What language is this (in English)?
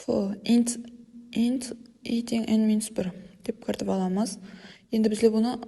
Kara-Kalpak